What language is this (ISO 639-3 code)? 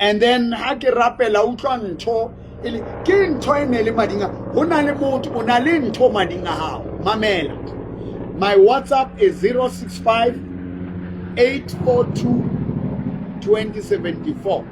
sot